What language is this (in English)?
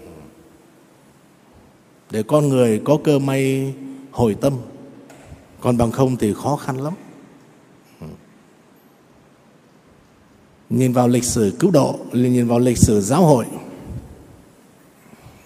Vietnamese